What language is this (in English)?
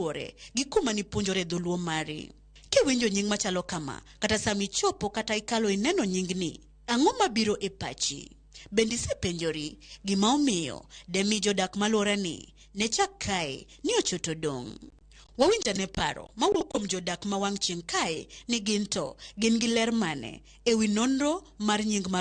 Luo (Kenya and Tanzania)